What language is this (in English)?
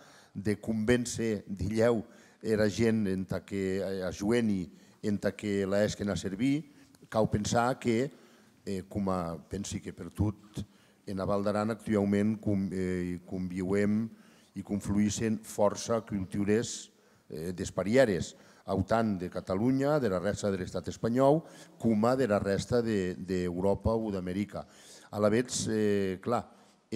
Occitan